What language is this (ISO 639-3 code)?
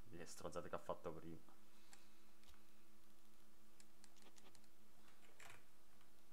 ita